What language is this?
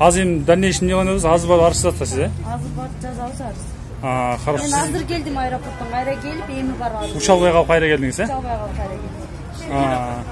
Kyrgyz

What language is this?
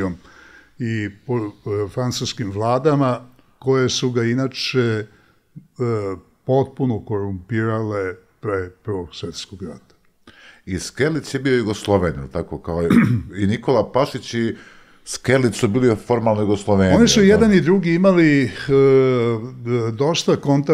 Serbian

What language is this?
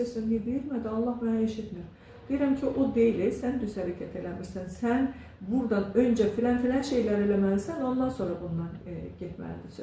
Azerbaijani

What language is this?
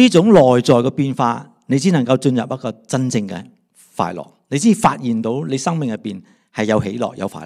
Cantonese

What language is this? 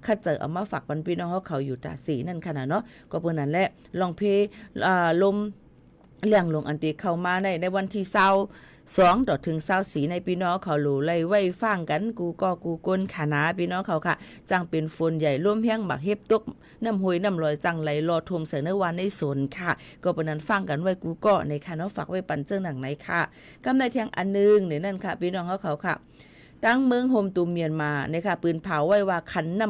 Shan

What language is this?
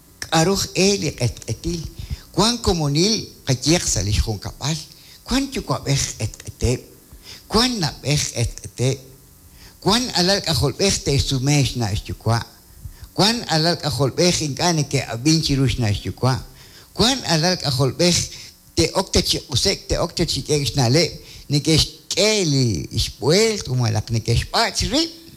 Kekchí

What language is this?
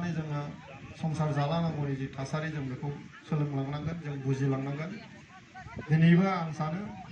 Bodo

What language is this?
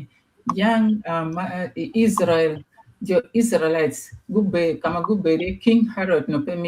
Acoli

